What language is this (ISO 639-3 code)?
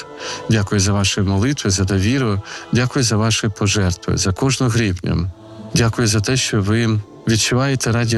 ukr